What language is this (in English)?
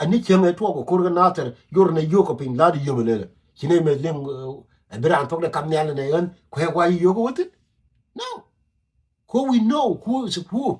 Nuer